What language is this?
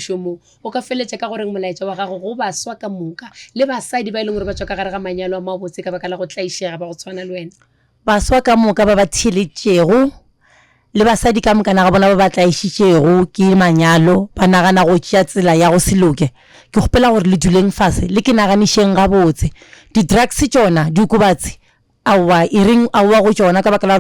Northern Sotho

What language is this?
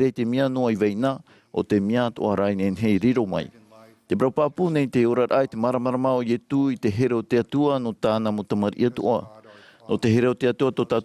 Tahitian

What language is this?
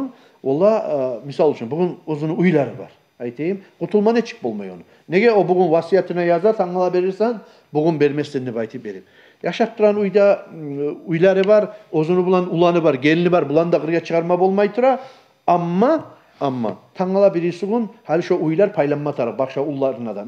Kumyk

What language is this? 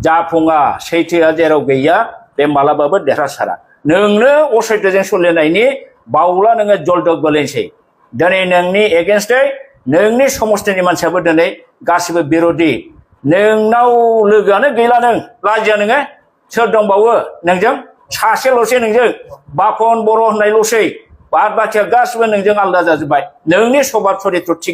Bodo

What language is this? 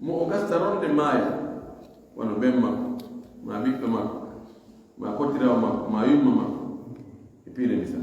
Fula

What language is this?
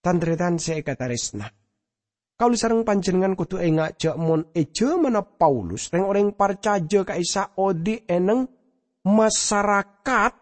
Madurese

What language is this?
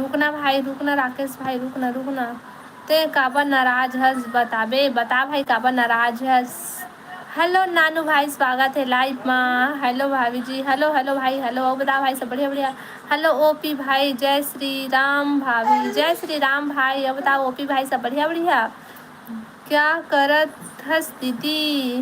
Chhattisgarhi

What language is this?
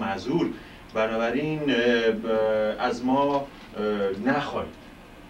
Persian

